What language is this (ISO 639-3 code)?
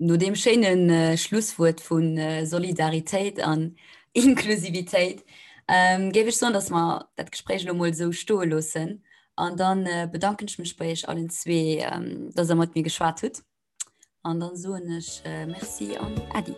ltz